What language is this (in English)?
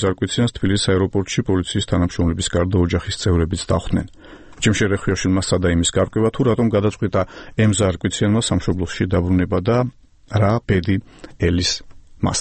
Georgian